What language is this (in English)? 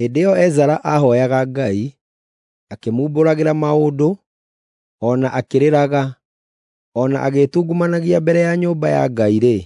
Kikuyu